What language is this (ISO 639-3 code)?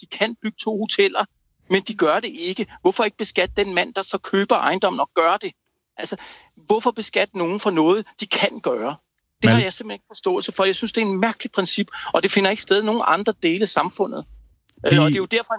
dan